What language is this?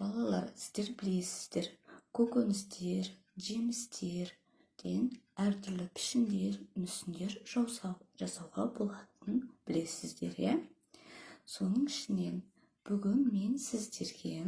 Kazakh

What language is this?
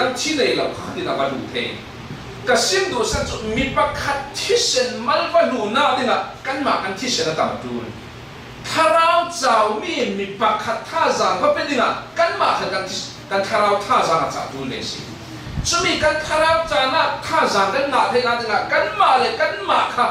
Falam Chin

